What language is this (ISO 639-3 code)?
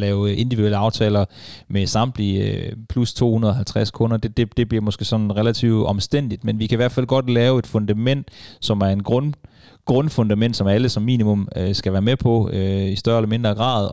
dan